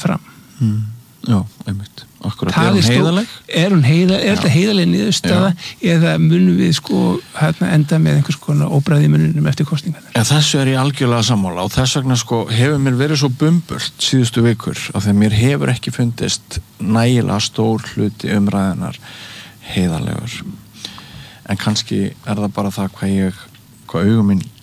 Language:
Icelandic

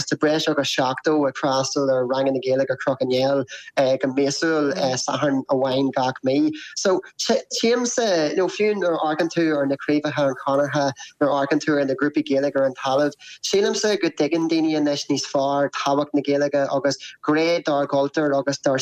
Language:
Irish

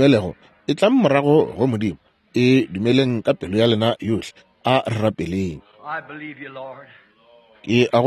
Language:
Northern Sotho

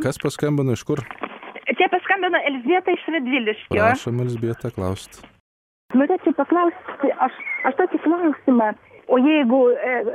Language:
Lithuanian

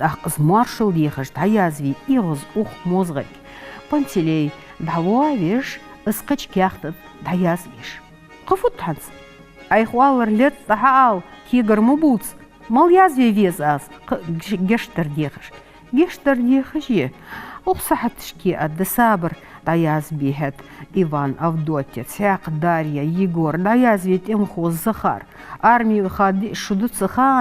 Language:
Ingush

